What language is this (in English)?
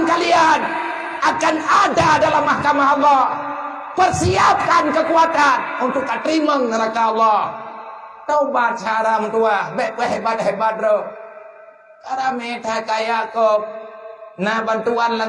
Achinese